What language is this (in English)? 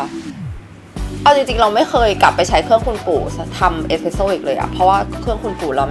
Thai